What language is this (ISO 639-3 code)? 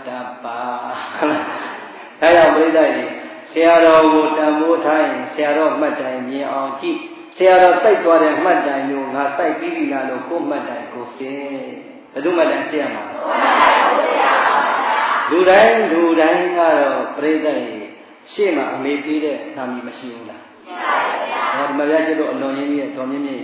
mya